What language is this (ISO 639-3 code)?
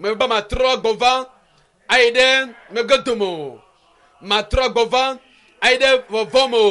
ewe